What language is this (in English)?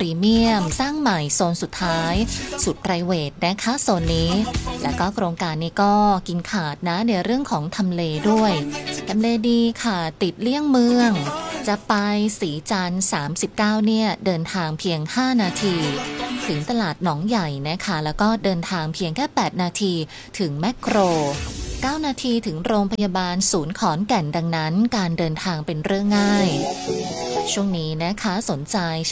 Thai